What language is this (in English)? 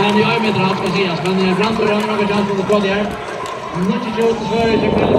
Faroese